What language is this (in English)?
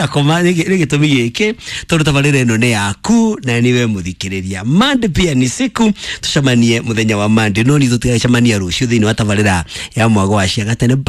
Kikuyu